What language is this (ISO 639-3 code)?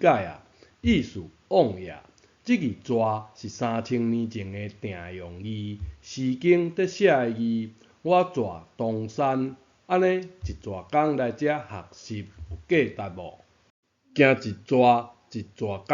nan